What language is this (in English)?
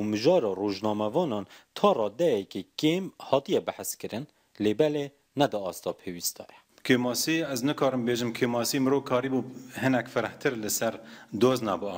Kurdish